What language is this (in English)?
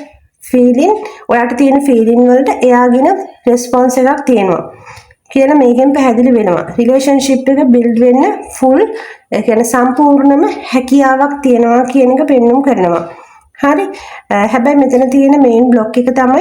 Sinhala